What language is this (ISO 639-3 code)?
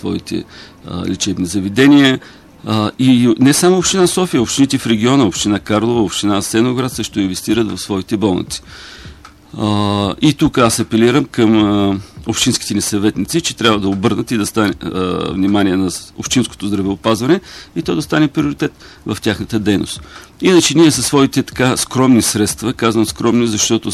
bul